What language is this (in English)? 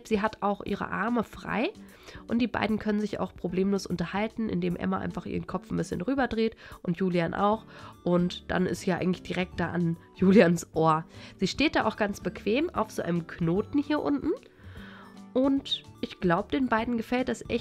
German